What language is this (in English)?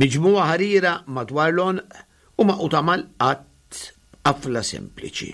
Maltese